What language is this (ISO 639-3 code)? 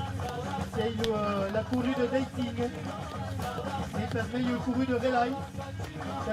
oci